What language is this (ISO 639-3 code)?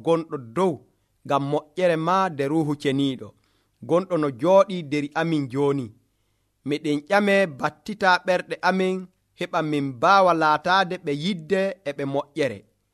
fuv